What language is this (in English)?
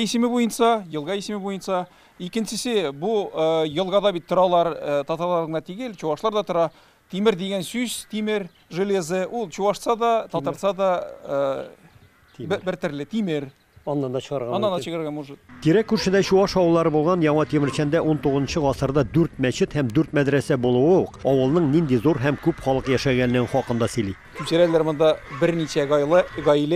Tatar